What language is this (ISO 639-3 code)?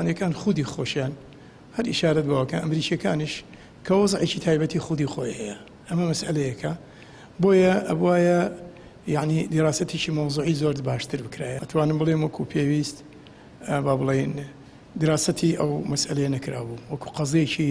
ckb